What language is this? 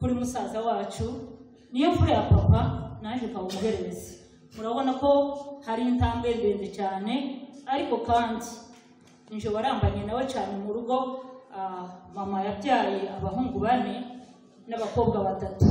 Kinyarwanda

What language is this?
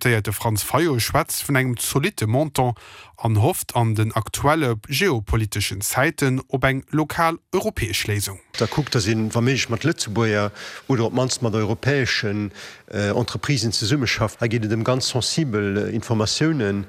Luxembourgish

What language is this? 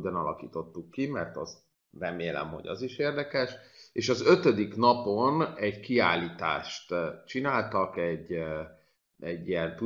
Hungarian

